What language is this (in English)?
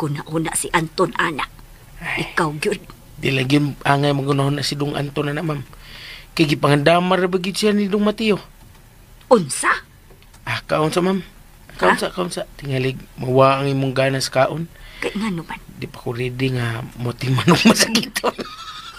Cebuano